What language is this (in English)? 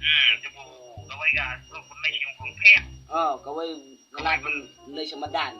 Khasi